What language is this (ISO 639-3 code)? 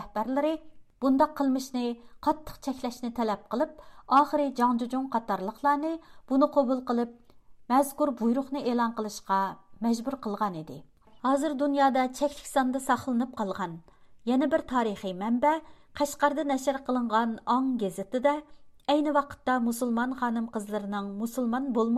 uig